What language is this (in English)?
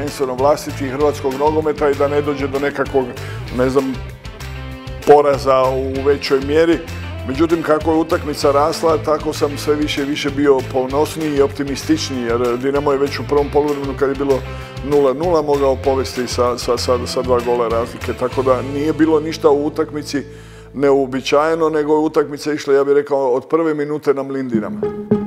Croatian